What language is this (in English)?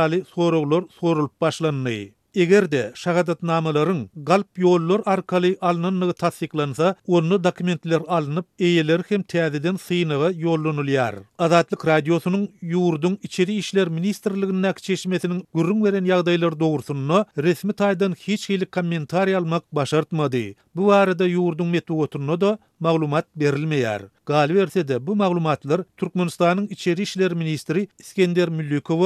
Turkmen